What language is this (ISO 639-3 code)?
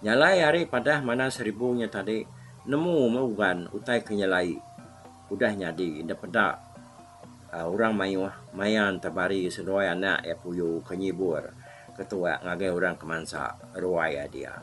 iba